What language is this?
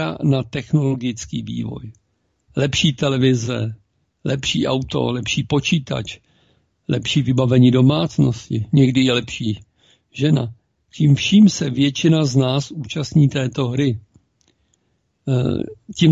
Czech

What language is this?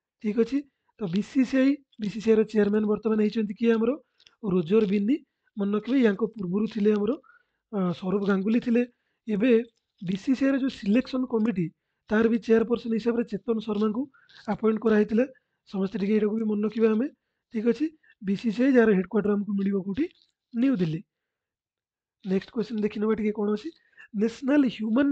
Odia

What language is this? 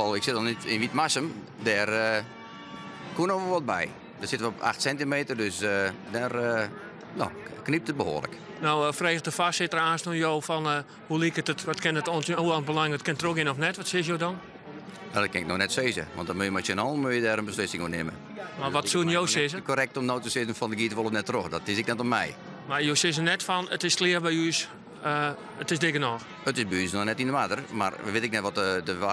Western Frisian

